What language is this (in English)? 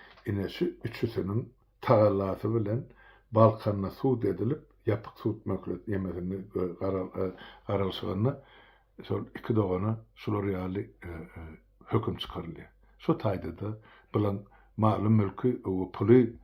Turkmen